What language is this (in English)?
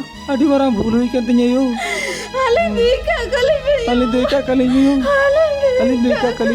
Santali